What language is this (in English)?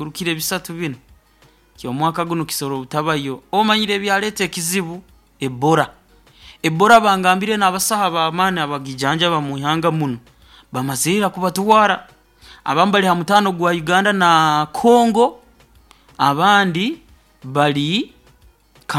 Nyoro